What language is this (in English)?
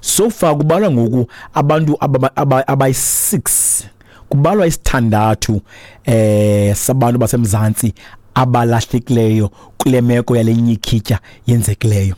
Xhosa